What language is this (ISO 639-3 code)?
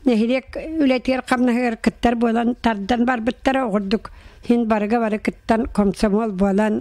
sah